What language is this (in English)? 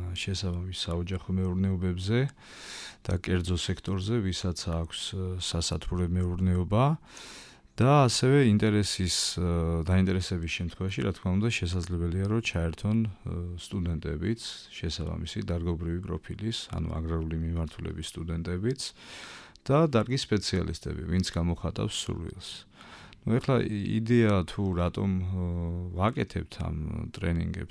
Georgian